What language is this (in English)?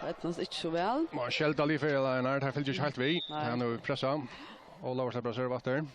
Faroese